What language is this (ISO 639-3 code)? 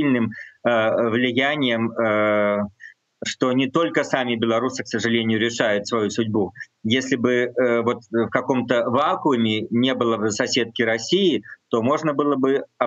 rus